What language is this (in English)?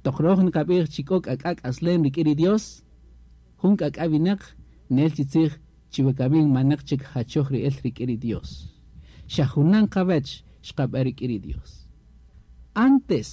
Kaqchikel